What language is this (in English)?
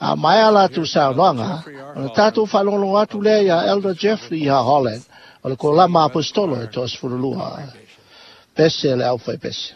Samoan